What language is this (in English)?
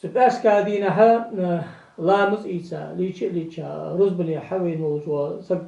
Ingush